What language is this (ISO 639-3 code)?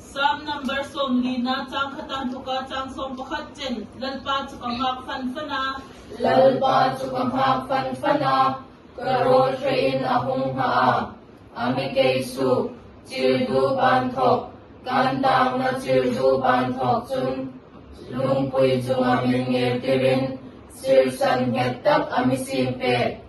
hmr